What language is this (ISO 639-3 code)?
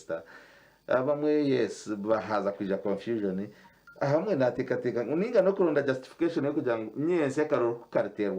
nyn